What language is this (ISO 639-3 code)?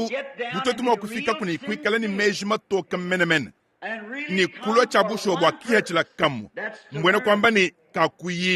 lua